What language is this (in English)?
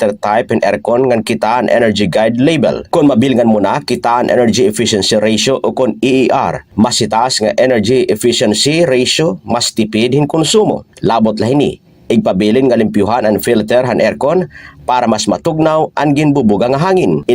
Waray